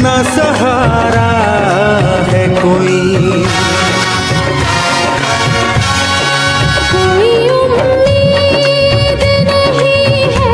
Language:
Hindi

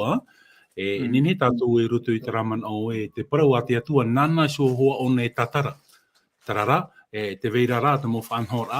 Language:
Tahitian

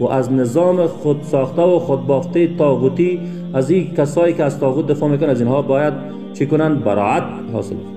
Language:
Persian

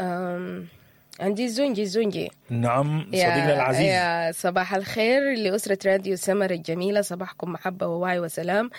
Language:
Sudanese Arabic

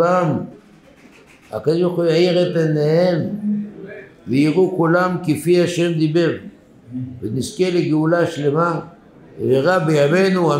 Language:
Hebrew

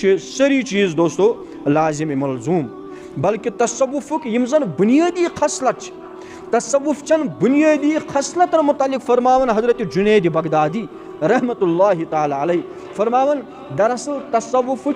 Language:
Kashmiri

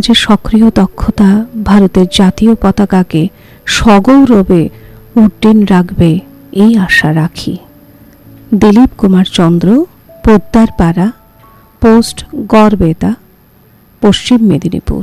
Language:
Bangla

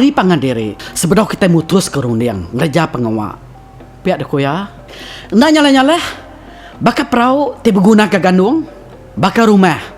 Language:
Iban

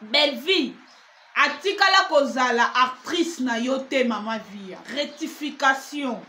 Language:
Lingala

